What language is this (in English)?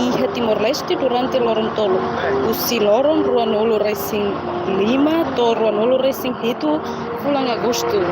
Tetum